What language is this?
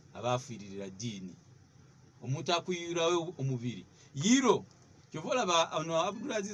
Ganda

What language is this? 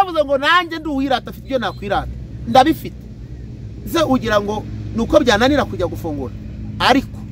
Kinyarwanda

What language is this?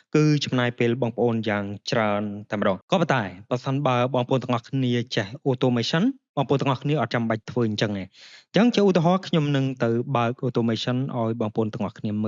Khmer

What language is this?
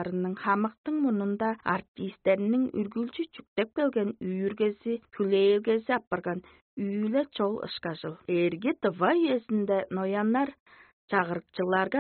Tuvinian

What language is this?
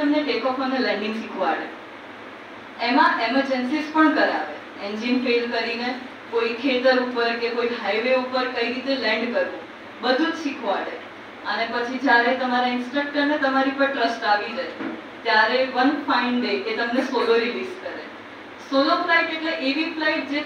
Gujarati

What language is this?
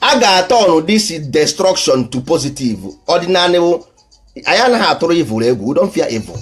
Igbo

